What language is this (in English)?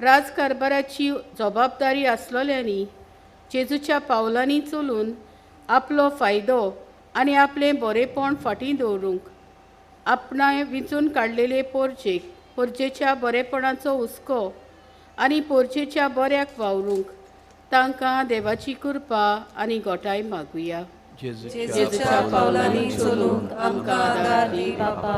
Konkani